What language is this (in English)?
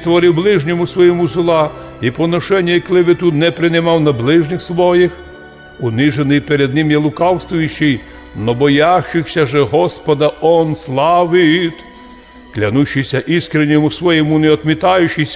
Rusyn